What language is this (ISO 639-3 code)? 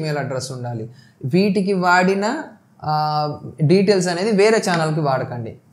tel